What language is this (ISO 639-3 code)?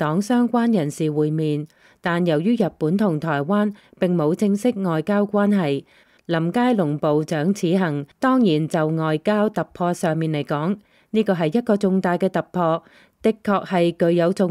yue